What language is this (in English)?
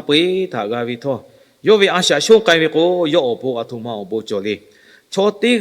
Lahu